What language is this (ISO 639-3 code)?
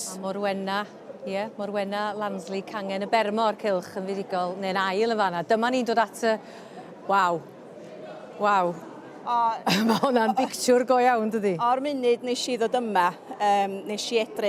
cym